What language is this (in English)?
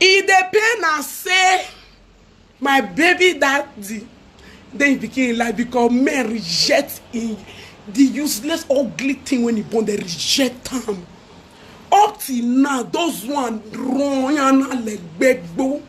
Nigerian Pidgin